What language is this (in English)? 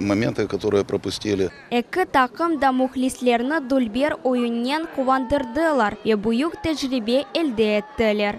Crimean Tatar